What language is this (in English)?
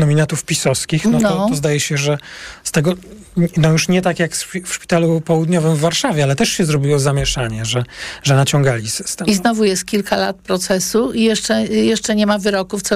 Polish